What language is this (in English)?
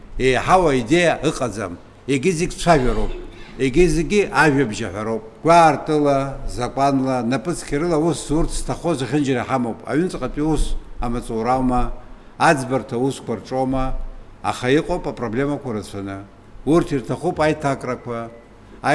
Abkhazian